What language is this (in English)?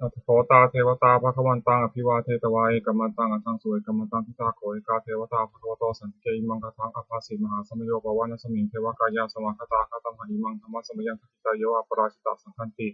Pali